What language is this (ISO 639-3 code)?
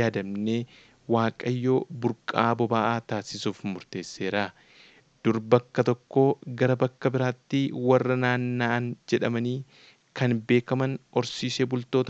orm